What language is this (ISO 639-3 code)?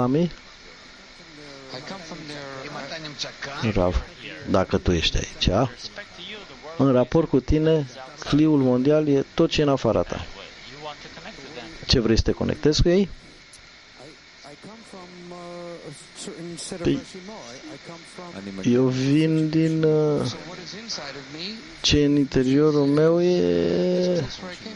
ron